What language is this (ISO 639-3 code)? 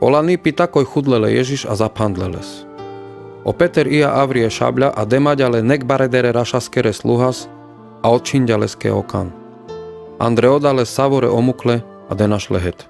rmc